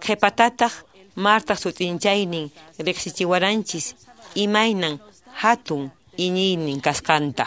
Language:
Quechua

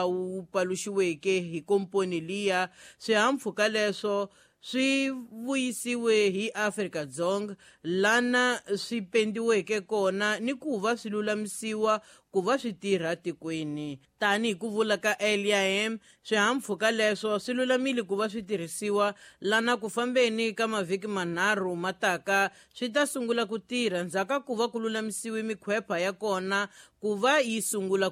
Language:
Tsonga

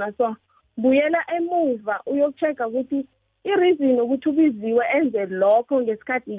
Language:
South Ndebele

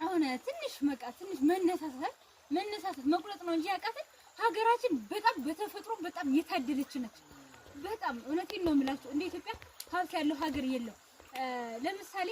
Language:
Amharic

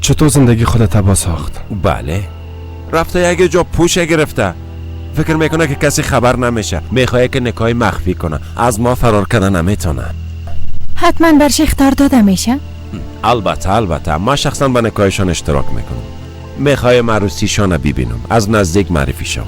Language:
Persian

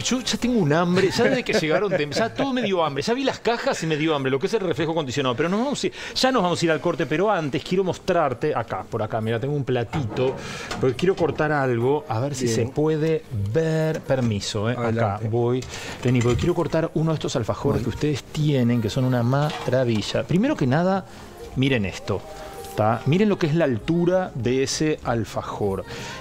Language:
Spanish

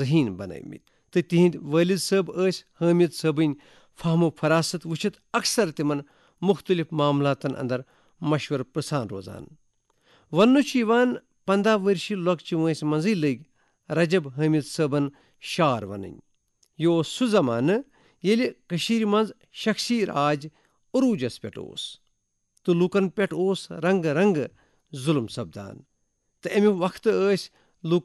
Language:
Kashmiri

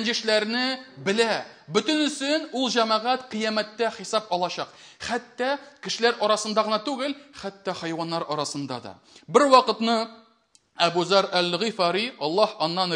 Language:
Tatar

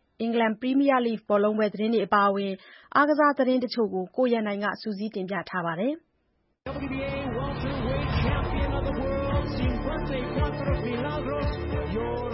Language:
Burmese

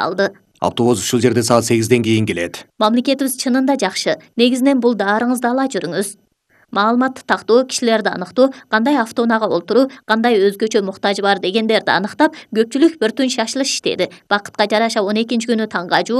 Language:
Kyrgyz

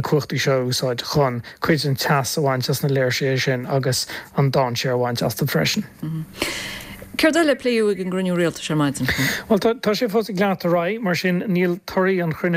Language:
Irish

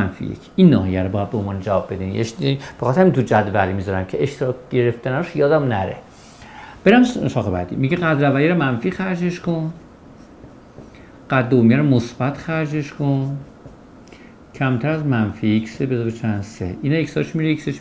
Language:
Persian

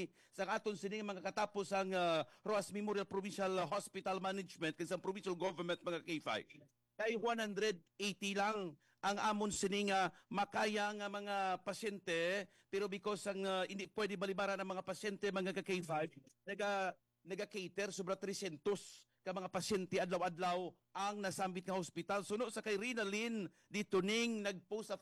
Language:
Hiligaynon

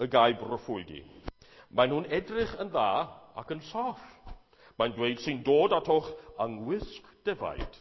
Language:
Welsh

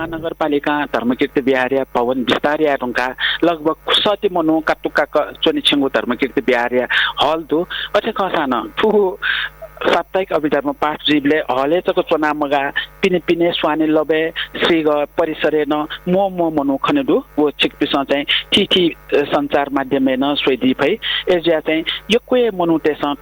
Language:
Newari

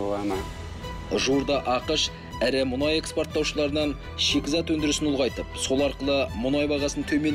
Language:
Kazakh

